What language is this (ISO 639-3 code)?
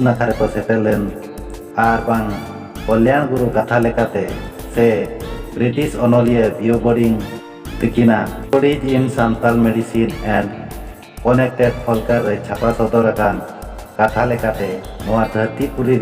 sat